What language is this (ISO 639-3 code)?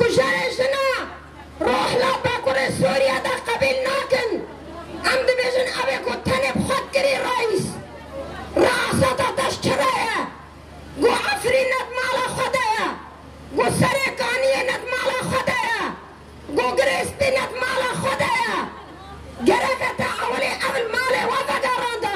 kur